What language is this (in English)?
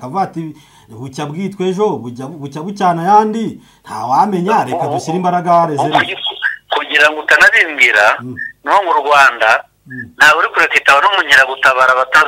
Kinyarwanda